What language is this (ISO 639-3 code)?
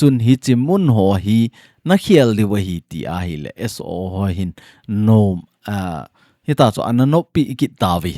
tcz